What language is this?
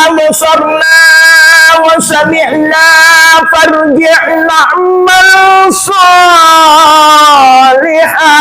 Buginese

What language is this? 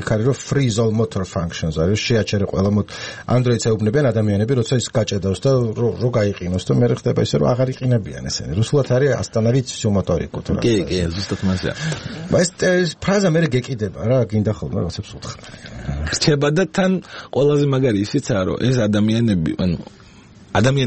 Georgian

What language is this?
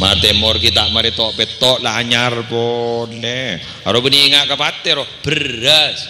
Madurese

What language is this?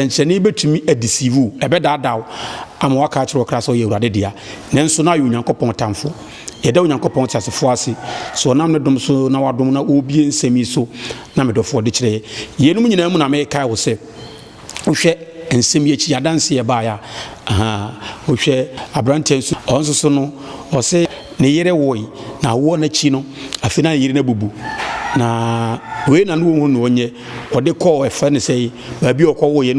Akan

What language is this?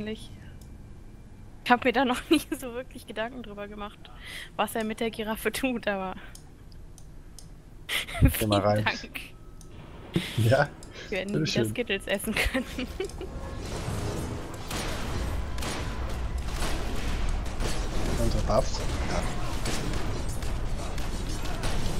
German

